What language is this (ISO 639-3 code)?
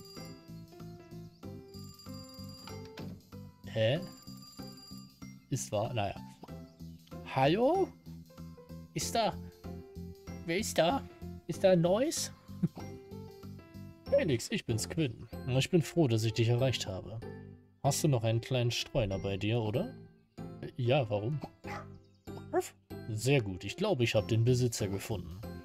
deu